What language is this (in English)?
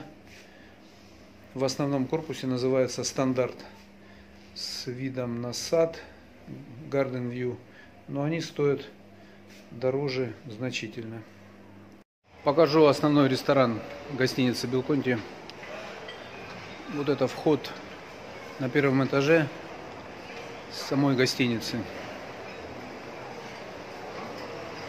Russian